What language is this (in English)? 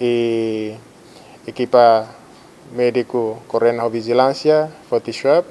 Tetum